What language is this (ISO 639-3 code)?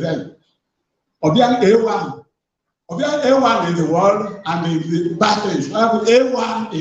ibo